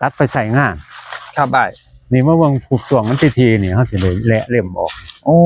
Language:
Northeastern Thai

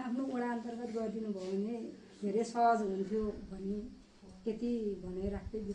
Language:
Nepali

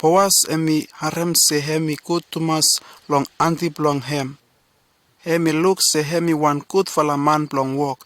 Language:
Bislama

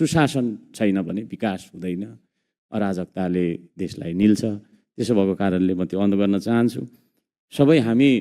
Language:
Nepali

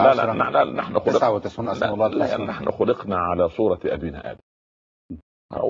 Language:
Arabic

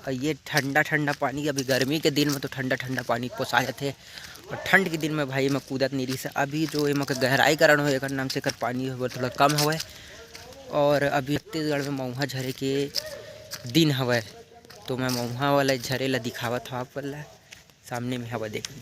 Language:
Chhattisgarhi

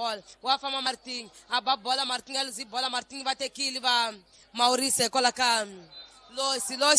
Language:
Tsonga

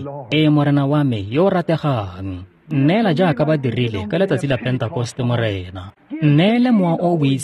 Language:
Tswana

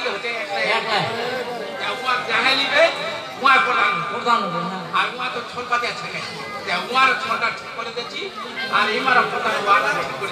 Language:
Rangpuri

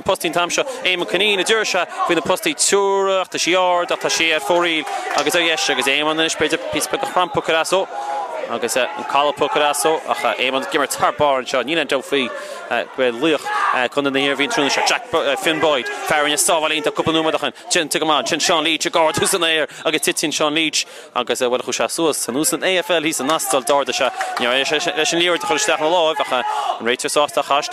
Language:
Irish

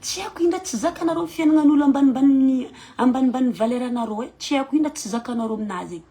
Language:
Malagasy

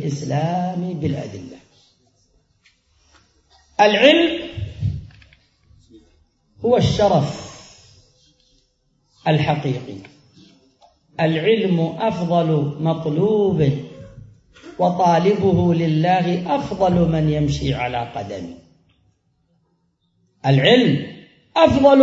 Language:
Arabic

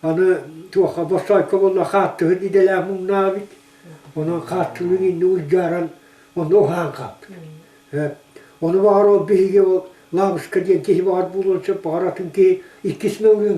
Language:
Yakut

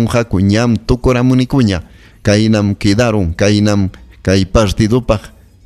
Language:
Ayacucho Quechua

